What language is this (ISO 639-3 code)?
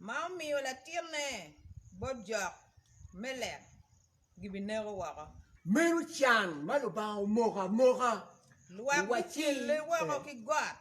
ach